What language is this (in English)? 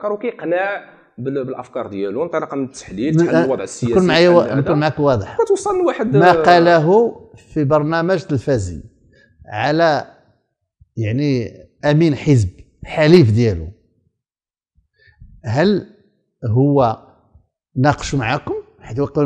Moroccan Arabic